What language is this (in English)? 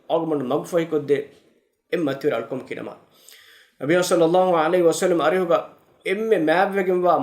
Divehi